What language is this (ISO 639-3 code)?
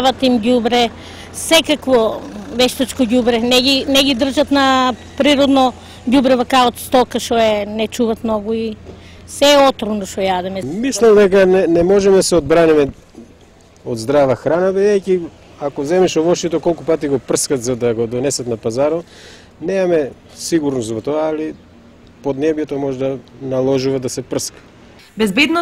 mkd